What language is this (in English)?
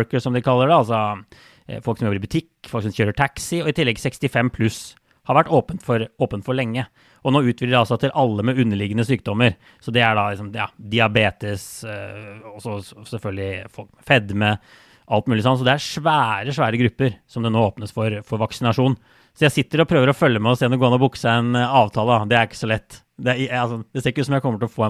Norwegian